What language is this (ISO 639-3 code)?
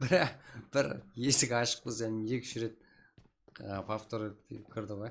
kaa